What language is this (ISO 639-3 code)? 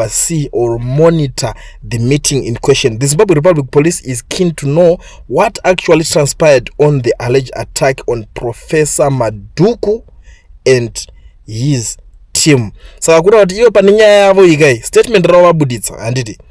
sna